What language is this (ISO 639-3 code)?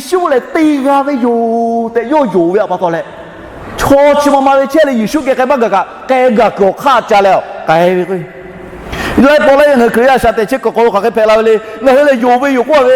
lhu